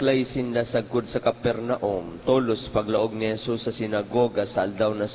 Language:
Bikol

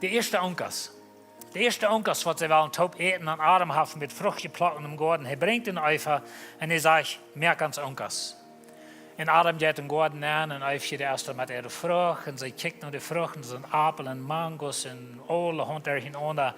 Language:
Plautdietsch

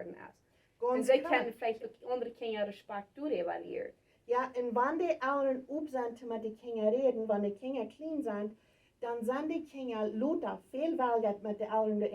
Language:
Plautdietsch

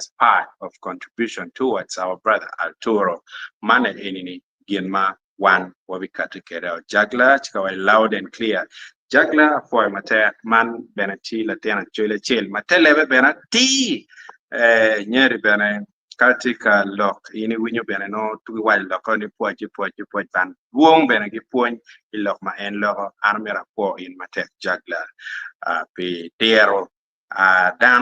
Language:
Acoli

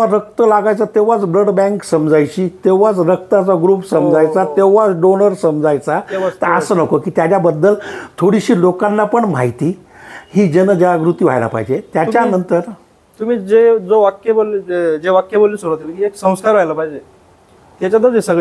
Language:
Marathi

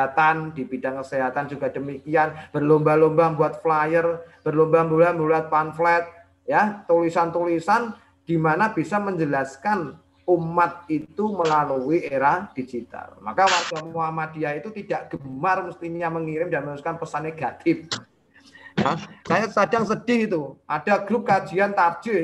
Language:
Indonesian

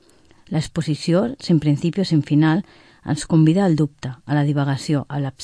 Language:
Catalan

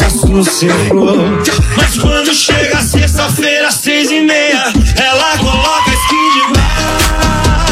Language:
Portuguese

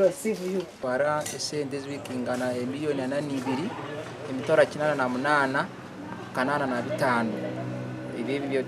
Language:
Nyankole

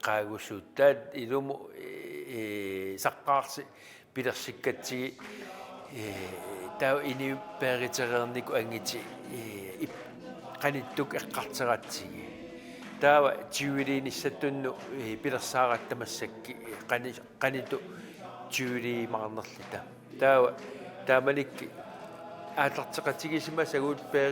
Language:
Kalaallisut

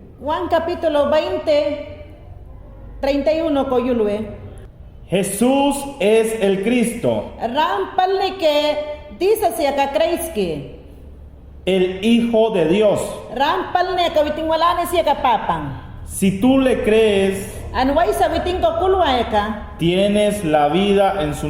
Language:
Mayangna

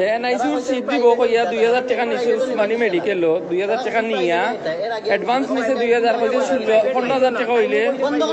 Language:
Sylheti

